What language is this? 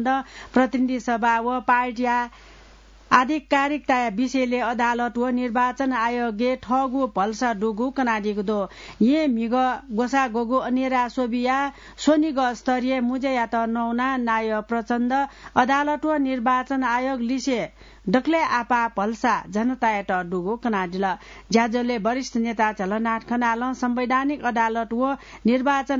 Newari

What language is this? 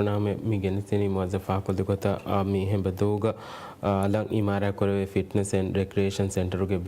Divehi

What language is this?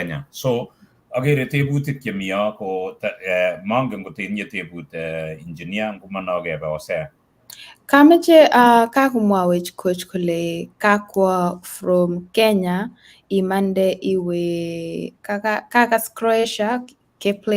Kalenjin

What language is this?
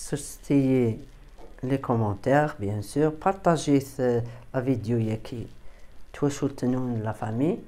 Kabyle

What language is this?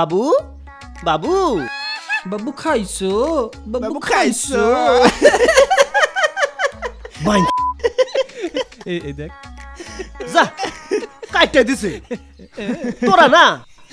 Bangla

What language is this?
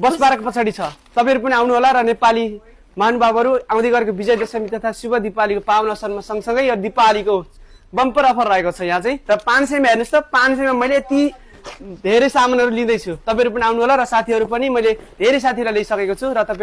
Nepali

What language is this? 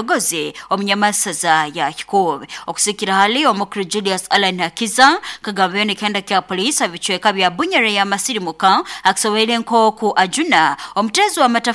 Nyoro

